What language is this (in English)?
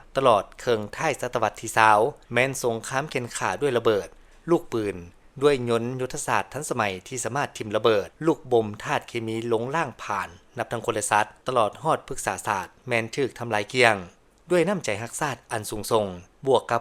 Lao